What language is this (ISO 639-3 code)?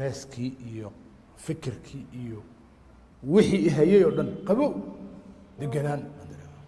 som